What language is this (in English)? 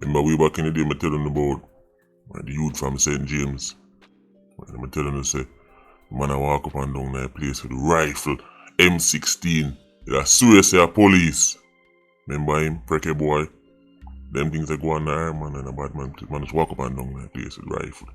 Jamaican Creole English